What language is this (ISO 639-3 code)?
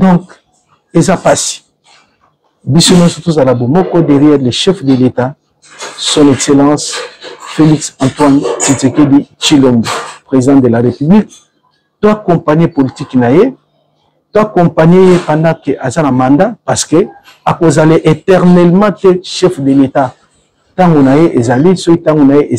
lin